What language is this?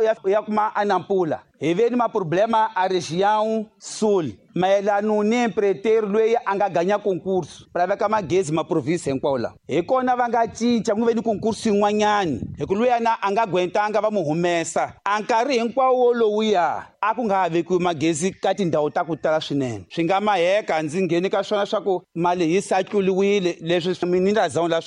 Tsonga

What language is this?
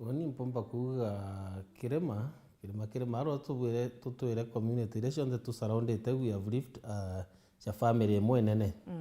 Meru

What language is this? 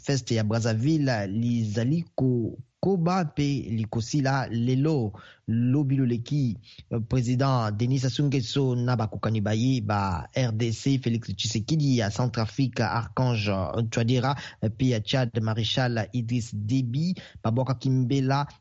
Lingala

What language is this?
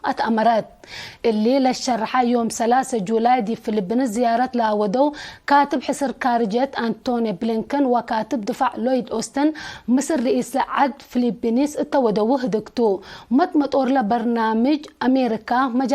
Tigre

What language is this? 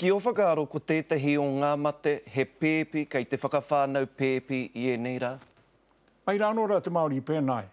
Māori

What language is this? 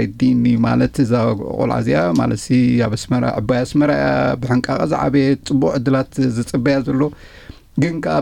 Tigrinya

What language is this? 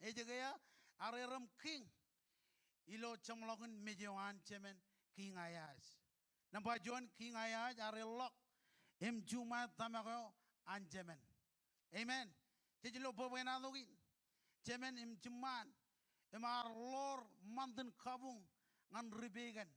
Marshallese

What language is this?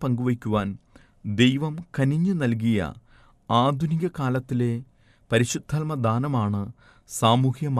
Malayalam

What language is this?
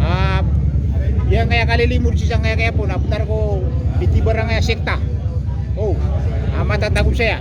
Maranao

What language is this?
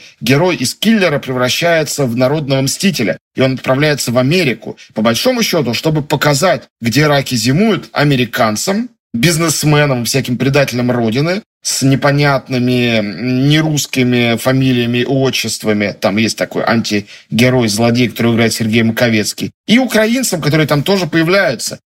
Russian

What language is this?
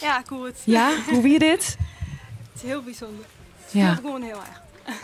Western Frisian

